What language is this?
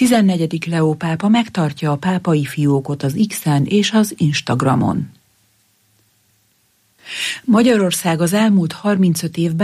Hungarian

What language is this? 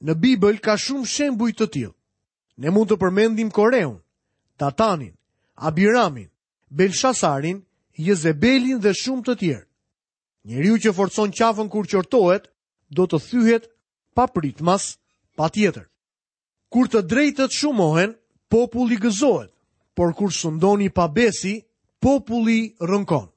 Albanian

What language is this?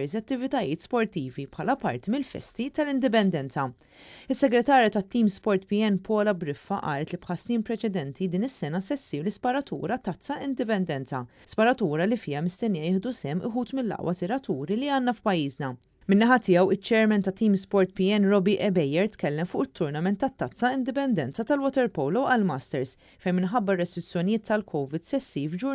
Maltese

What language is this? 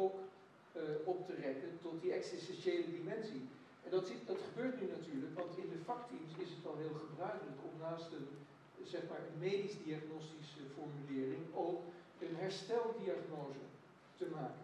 Dutch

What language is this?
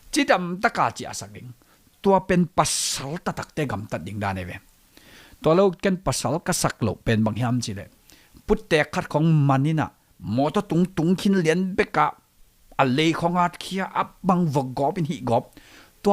Tedim Chin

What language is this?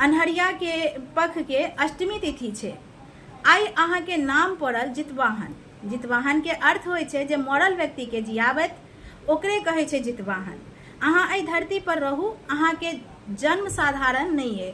Maithili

